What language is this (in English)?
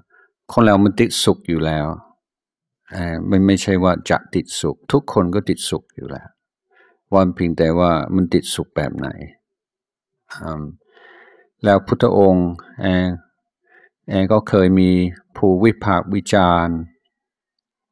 Thai